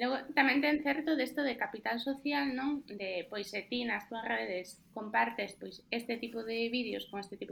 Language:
Galician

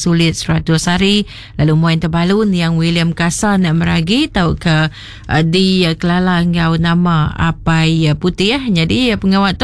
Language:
Iban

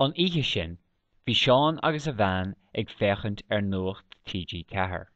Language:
Irish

